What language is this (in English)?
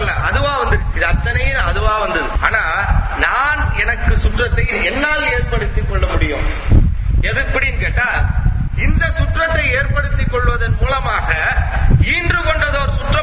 Tamil